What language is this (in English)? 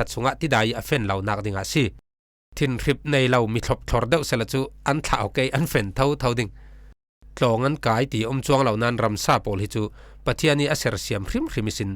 Falam Chin